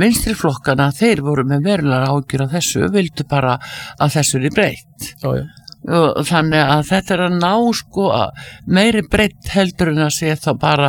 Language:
Icelandic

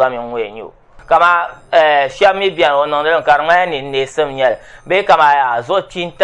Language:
Dagbani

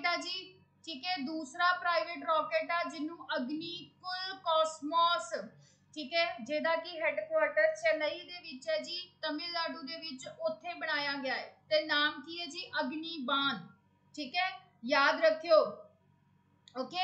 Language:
Punjabi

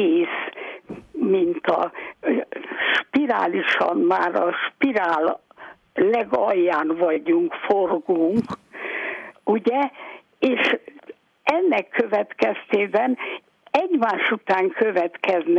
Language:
Hungarian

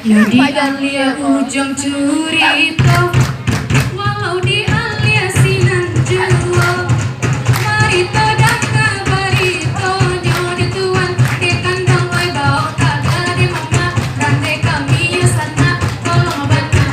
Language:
Minangkabau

